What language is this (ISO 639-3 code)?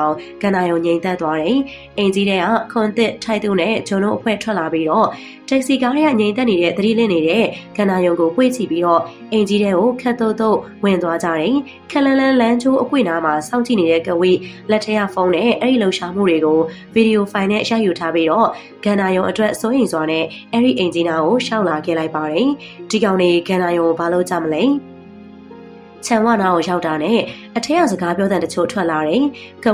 mya